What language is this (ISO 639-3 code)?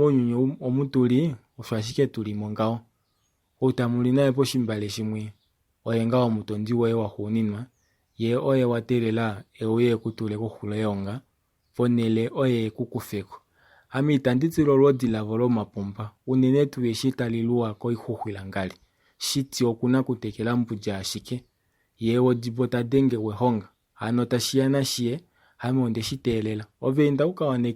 kua